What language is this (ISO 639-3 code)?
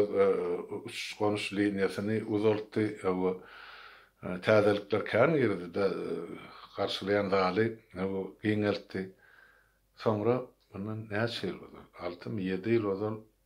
tuk